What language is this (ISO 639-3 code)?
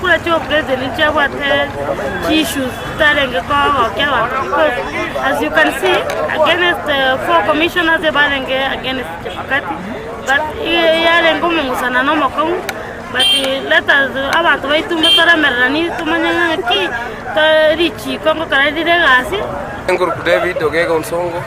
guz